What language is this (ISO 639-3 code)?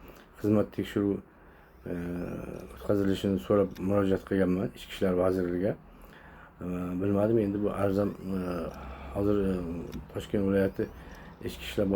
uzb